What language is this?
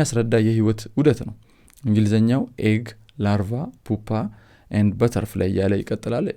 Amharic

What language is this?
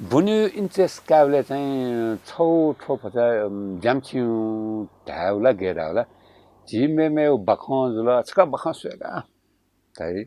Newari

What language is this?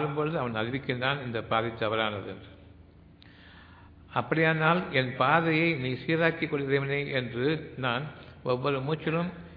Tamil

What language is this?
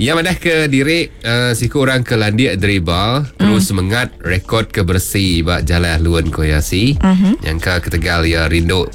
Iban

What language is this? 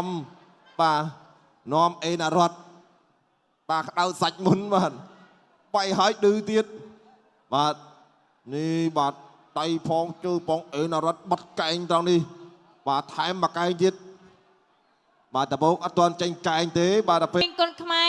Khmer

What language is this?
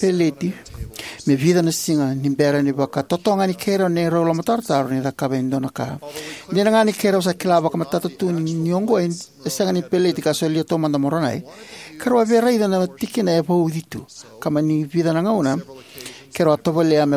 Fijian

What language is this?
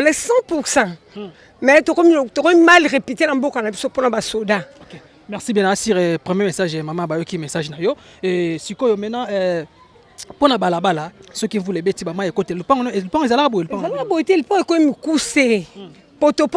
Lingala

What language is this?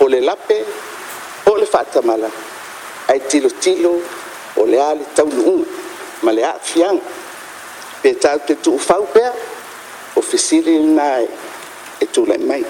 Samoan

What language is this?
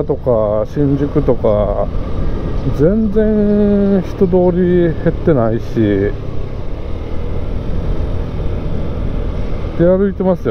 Japanese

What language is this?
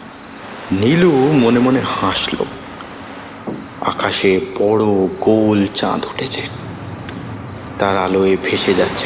Bangla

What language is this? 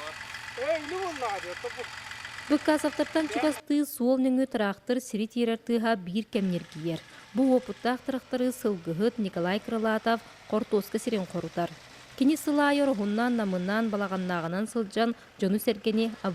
Yakut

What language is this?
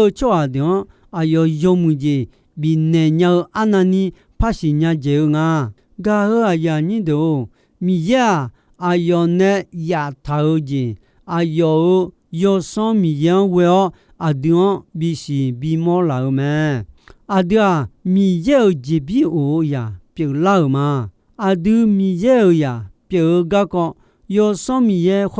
Akha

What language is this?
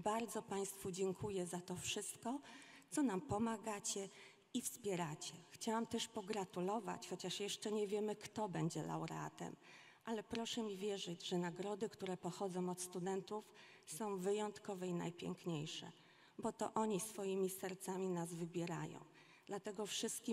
Polish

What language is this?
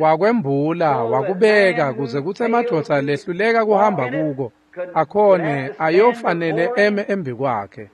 Swati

